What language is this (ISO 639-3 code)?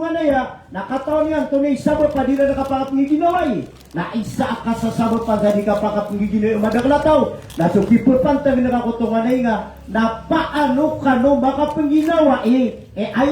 mrw